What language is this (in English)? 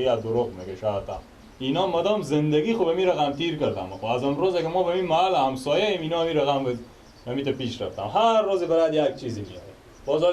Persian